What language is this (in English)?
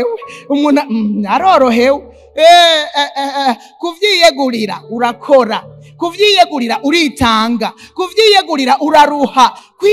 Rundi